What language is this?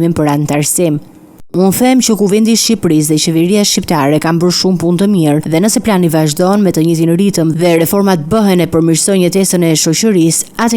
Albanian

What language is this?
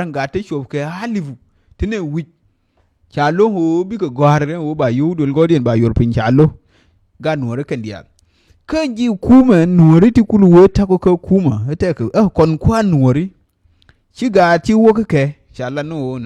Nuer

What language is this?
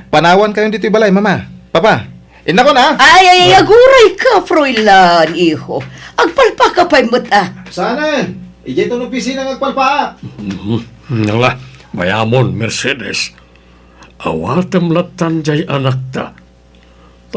Iloko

